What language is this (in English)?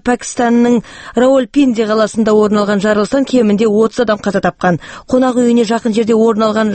Kazakh